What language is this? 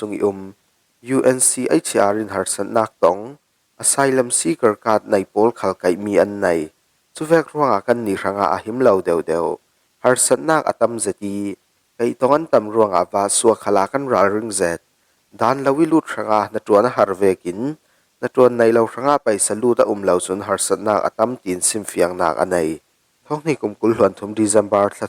Falam Chin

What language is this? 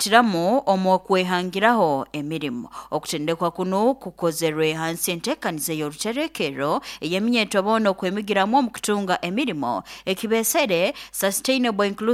Nyoro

